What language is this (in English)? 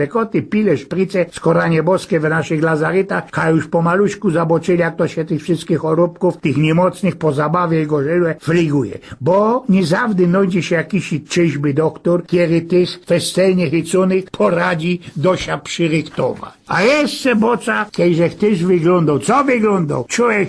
Silesian